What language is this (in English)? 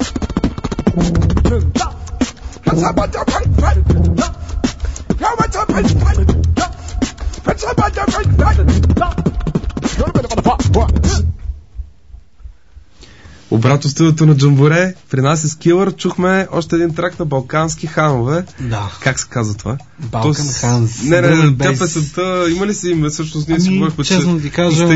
Bulgarian